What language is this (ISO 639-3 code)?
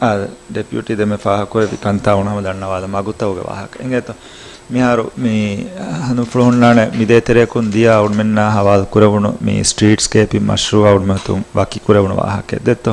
div